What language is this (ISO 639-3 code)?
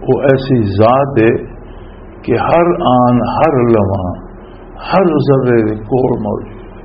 lah